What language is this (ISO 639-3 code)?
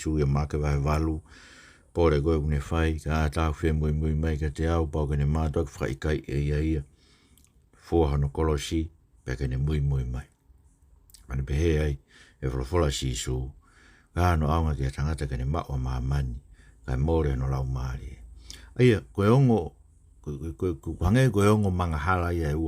ton